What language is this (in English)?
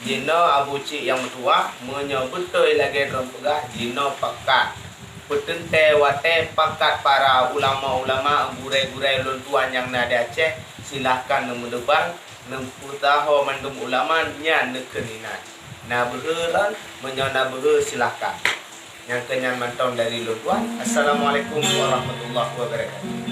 Achinese